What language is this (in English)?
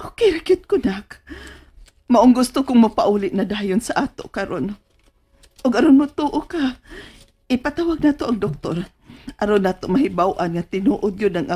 Cebuano